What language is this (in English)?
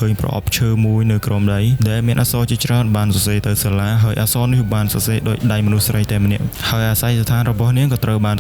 Khmer